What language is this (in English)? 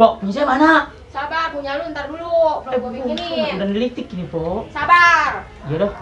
Betawi